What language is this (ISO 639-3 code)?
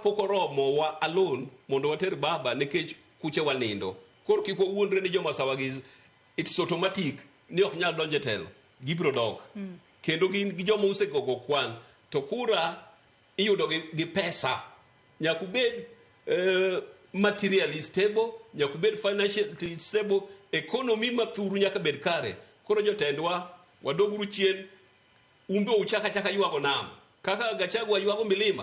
luo